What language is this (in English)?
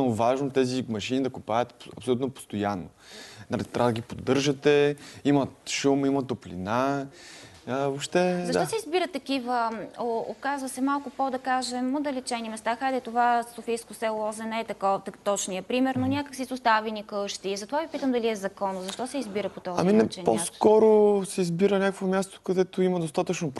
Bulgarian